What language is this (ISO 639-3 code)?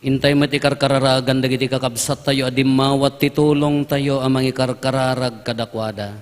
ilo